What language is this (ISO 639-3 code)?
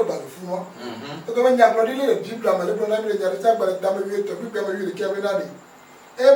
ewe